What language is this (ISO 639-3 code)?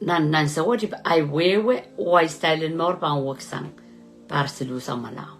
pon